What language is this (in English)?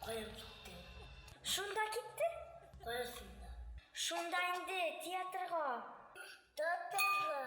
Tatar